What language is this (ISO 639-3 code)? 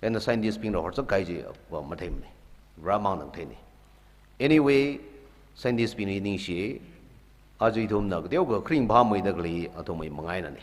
nmf